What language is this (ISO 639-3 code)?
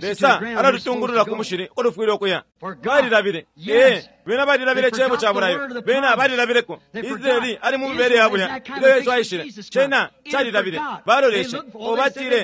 bem